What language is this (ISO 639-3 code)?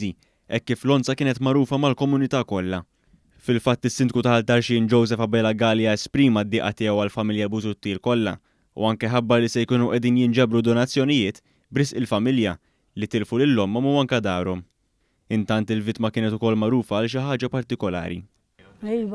mlt